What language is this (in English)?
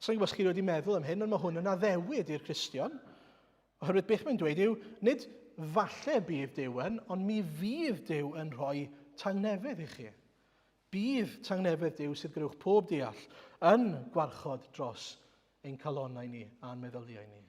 Welsh